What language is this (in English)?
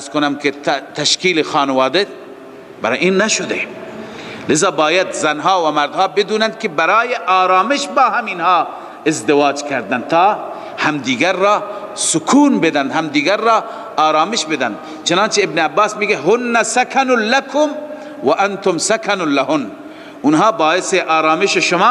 Persian